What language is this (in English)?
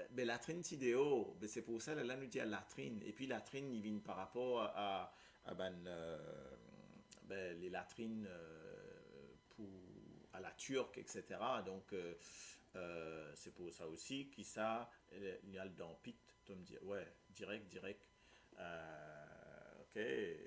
Morisyen